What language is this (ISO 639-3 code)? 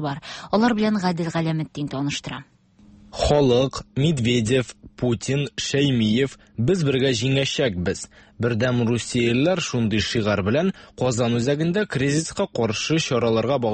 tat